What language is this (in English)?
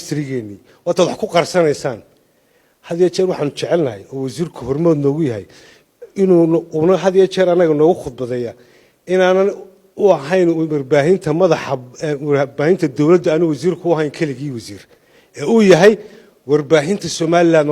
Somali